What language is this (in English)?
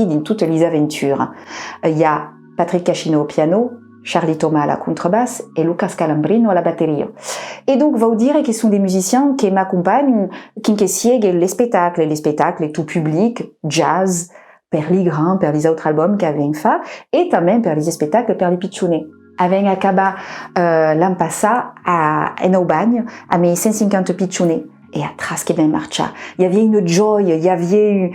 Occitan